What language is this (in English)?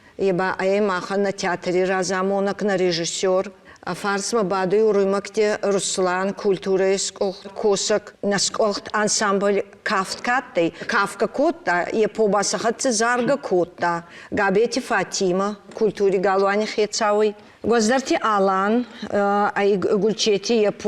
Ossetic